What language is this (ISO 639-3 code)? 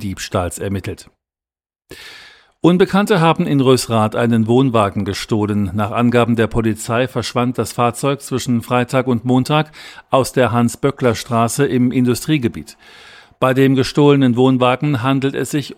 deu